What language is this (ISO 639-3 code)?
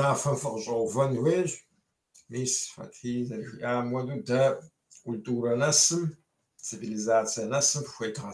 kbd